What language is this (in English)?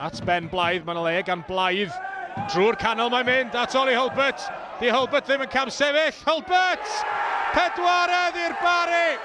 Welsh